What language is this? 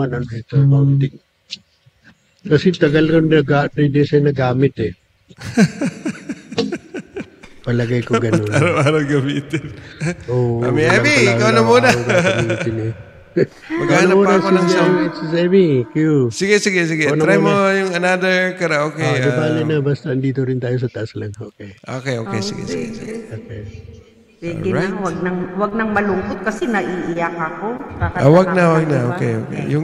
Filipino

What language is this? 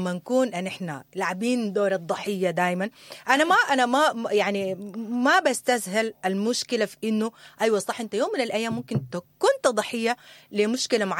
Sudanese Arabic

